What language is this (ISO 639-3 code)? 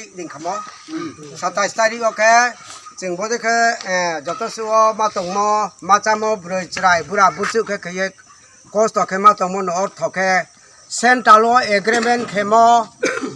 ria